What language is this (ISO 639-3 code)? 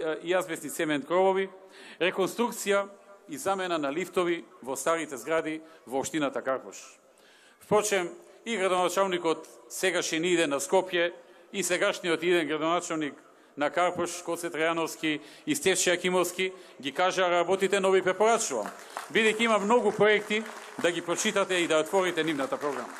mkd